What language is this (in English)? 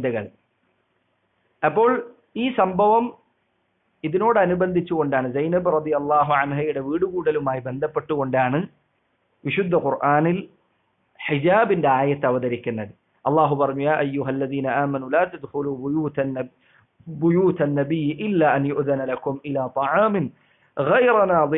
Malayalam